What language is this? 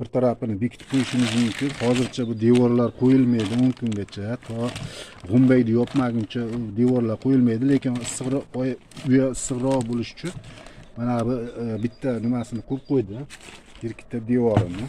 Uzbek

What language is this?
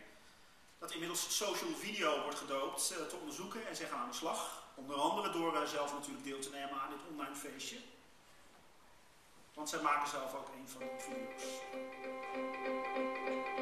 Dutch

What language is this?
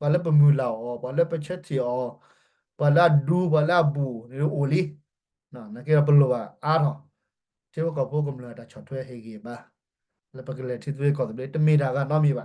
S'gaw Karen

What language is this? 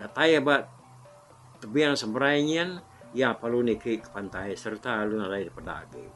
Iban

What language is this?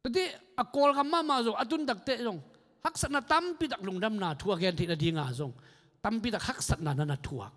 Tedim Chin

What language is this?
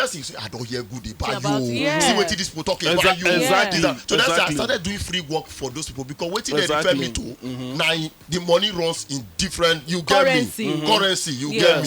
Nigerian Pidgin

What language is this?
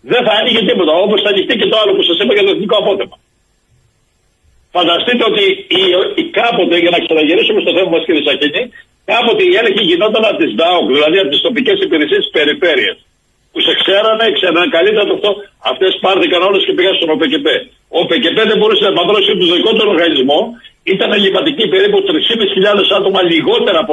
Greek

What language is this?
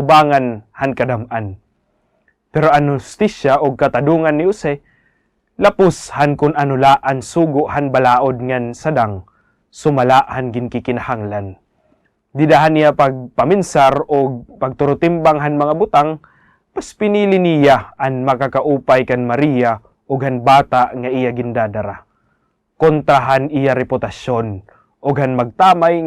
Waray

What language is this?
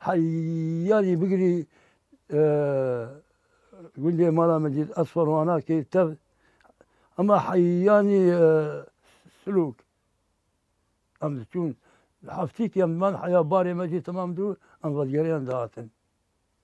Kurdish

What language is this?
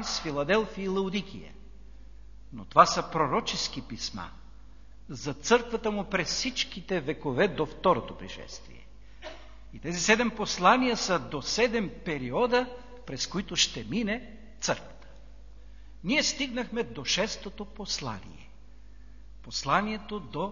Bulgarian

